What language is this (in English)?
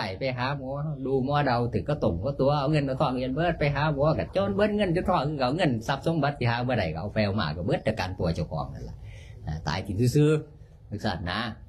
Northeastern Thai